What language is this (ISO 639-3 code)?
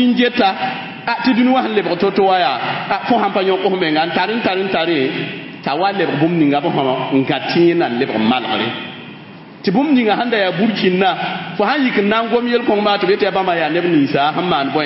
mos